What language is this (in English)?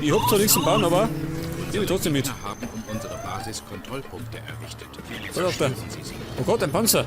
Bavarian